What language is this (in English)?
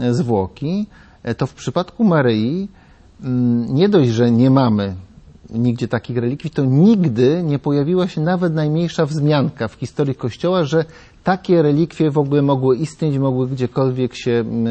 Polish